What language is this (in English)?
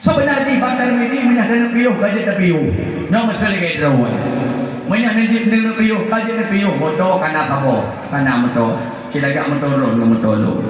Achinese